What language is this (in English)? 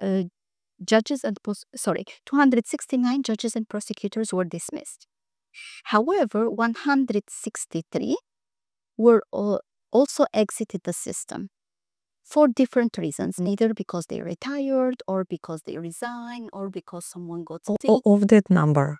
English